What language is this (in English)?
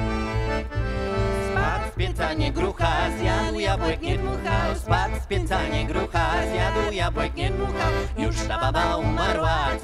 Polish